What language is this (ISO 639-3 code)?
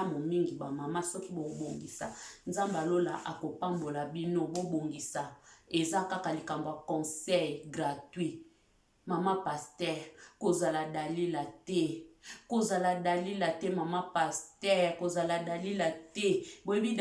lin